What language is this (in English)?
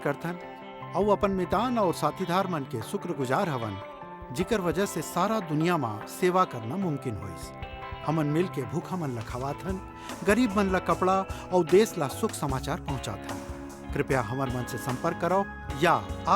Chhattisgarhi